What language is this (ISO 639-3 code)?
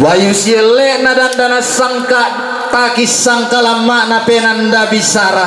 sda